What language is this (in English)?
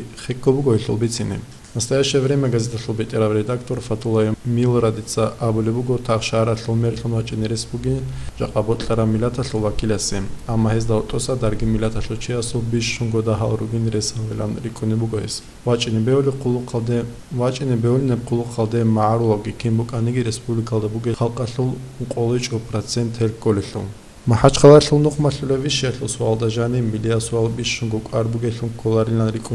Avaric